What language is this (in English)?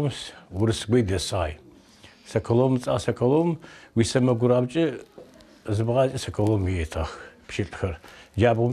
Adyghe